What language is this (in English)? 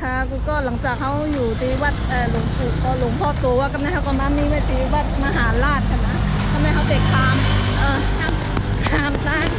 Shan